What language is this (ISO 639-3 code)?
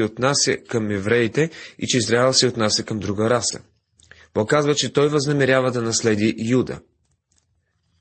bul